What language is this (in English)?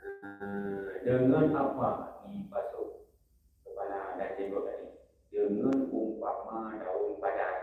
Achinese